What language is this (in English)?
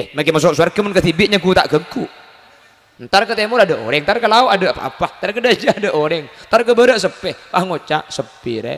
Madurese